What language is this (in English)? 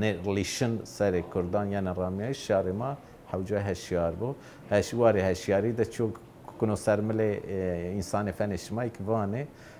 Zaza